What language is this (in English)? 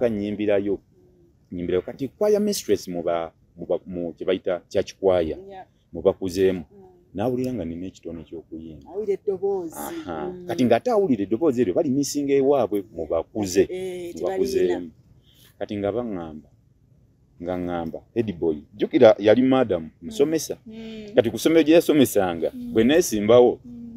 Ganda